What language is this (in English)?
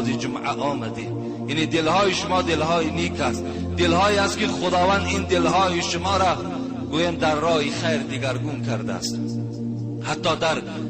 Tajik